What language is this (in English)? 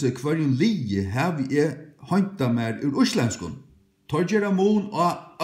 Faroese